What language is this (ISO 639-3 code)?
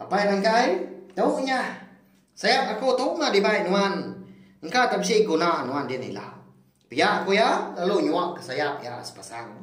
iba